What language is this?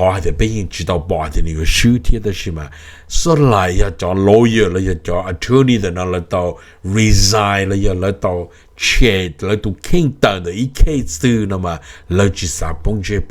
Hmong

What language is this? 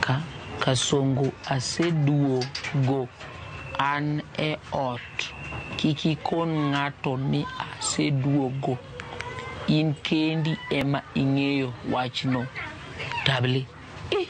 Luo (Kenya and Tanzania)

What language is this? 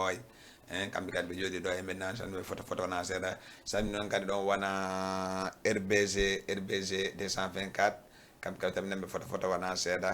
Fula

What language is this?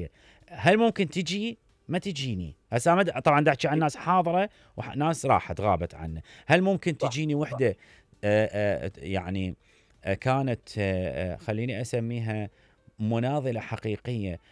Mesopotamian Arabic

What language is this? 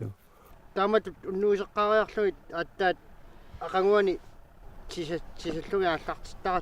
Kalaallisut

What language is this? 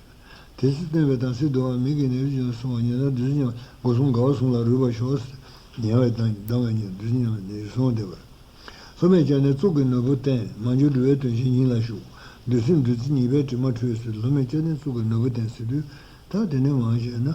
Tibetan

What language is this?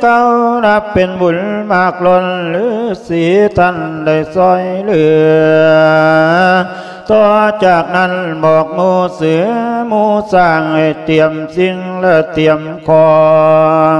Lao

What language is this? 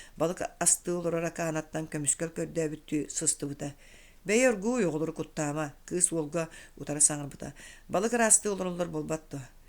Yakut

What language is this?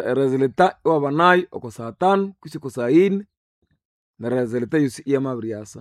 Nande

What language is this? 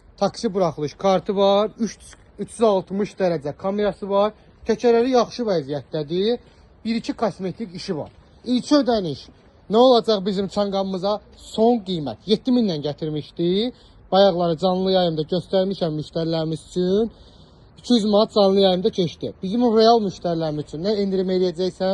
Azerbaijani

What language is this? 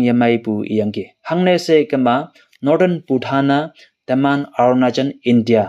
Konyak Naga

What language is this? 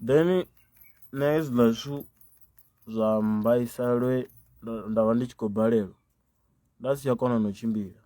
Venda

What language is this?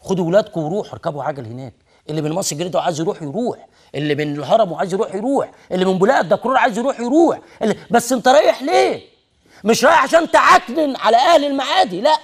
Egyptian Arabic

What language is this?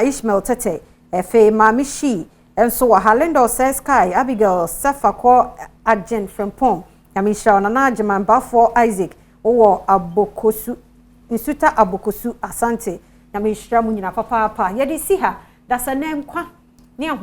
Akan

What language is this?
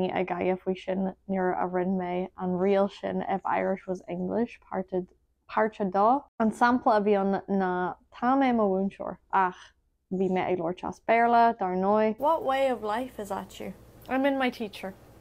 Irish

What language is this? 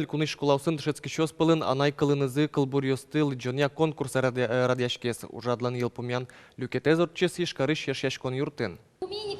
Udmurt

